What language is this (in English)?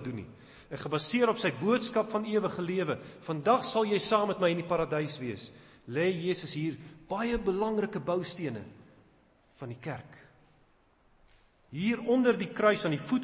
Afrikaans